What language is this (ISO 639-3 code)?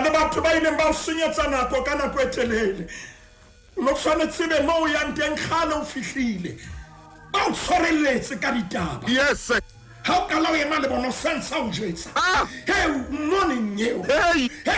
sot